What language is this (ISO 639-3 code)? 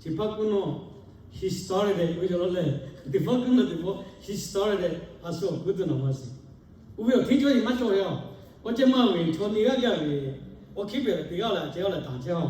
lhu